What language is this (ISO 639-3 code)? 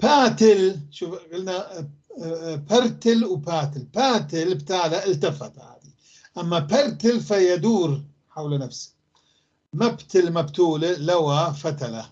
apc